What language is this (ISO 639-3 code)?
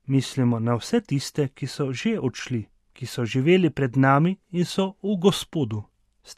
slv